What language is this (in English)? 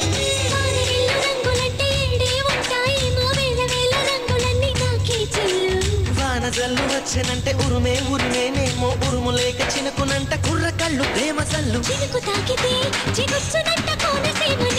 Telugu